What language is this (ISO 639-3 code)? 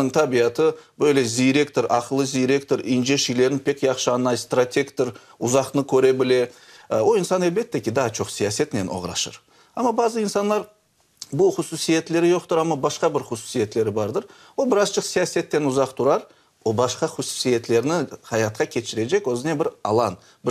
crh